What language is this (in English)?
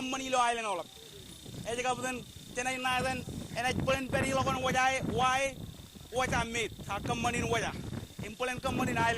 Marshallese